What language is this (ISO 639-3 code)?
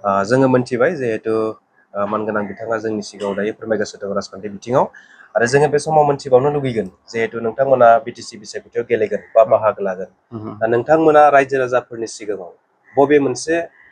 brx